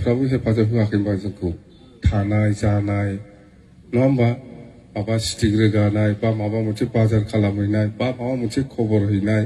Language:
Bodo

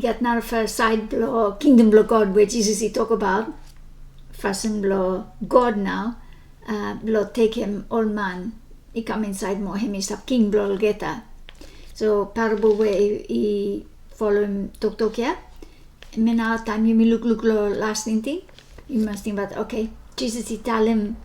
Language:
Bislama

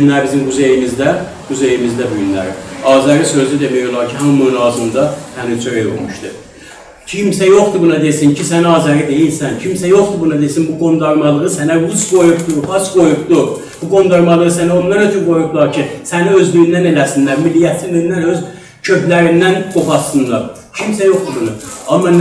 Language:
South Azerbaijani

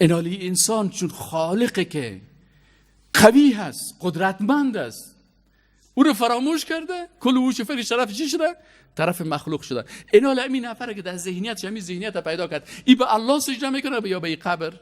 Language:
Persian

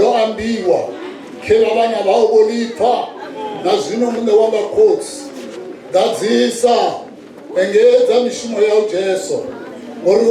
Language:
Venda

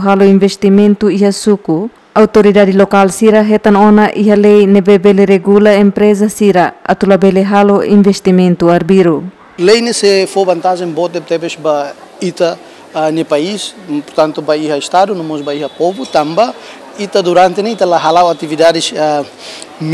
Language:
Tetum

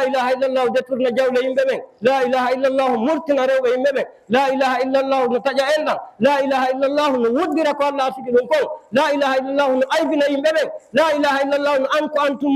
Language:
Fula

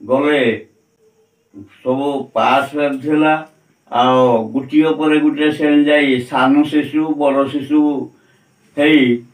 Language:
Odia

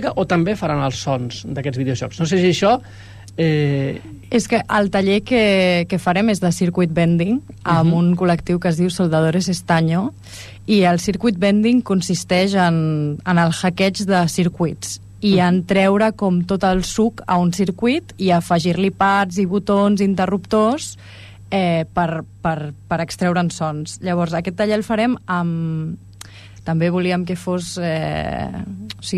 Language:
Catalan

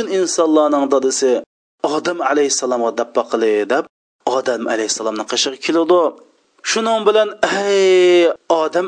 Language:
Uyghur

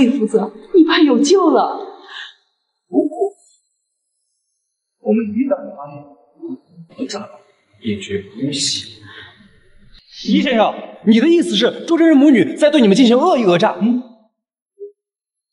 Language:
Chinese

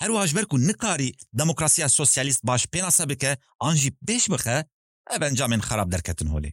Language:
Kurdish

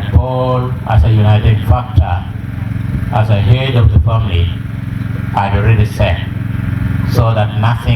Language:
Acoli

